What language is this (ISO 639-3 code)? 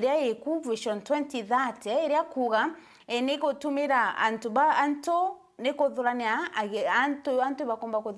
mer